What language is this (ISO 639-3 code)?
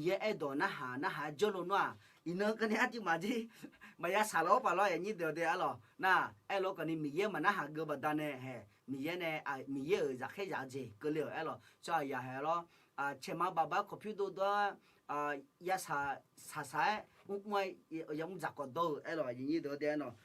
ahk